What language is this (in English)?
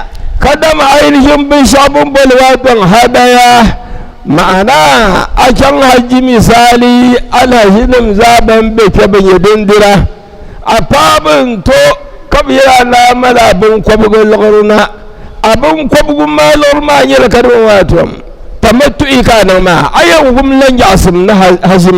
Dagbani